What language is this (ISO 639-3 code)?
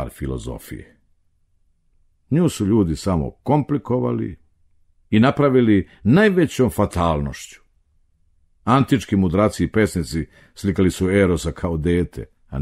srp